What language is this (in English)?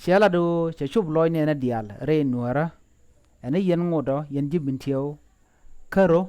Nuer